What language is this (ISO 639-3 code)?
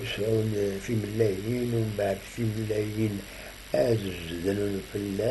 kab